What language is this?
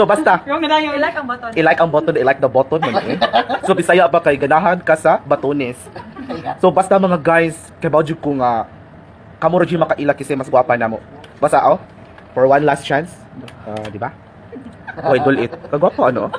Cebuano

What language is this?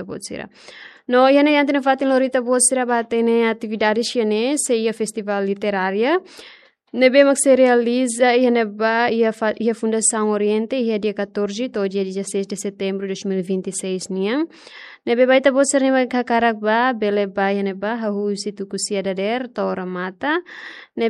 Tetum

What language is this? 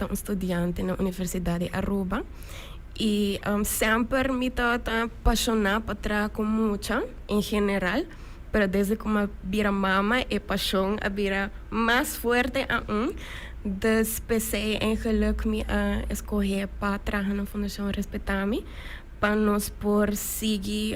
Papiamento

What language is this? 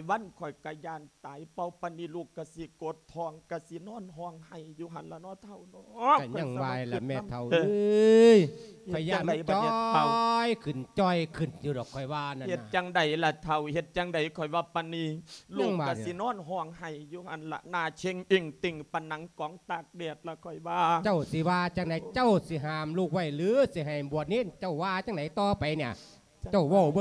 Lao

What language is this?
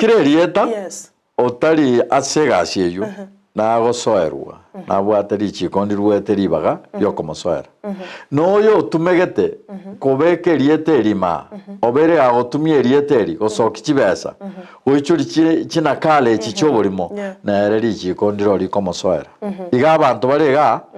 Gusii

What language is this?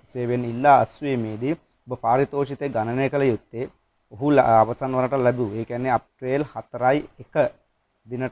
Sinhala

